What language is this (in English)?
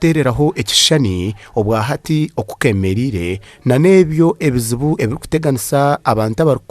Nyankole